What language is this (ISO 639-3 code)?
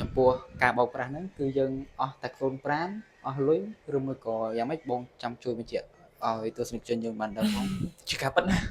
khm